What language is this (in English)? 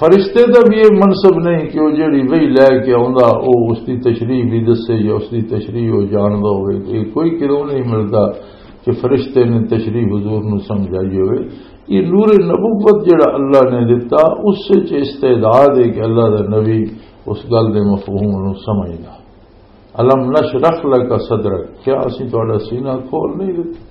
Western Panjabi